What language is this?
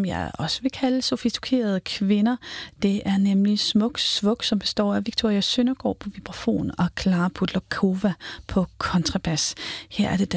Danish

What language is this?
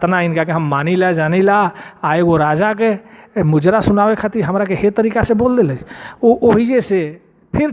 Bhojpuri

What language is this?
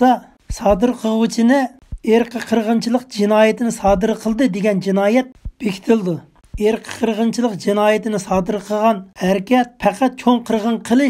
Uyghur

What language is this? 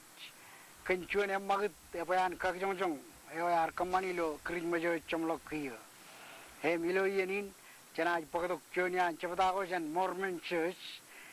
Marshallese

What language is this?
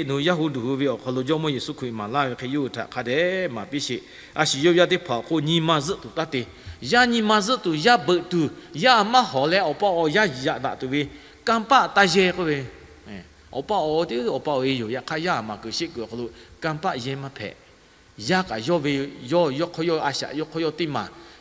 Lahu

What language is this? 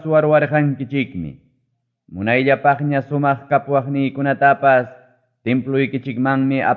Ayacucho Quechua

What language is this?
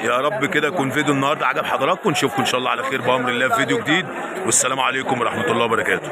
Egyptian Arabic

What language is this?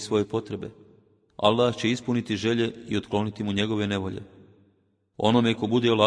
Bosnian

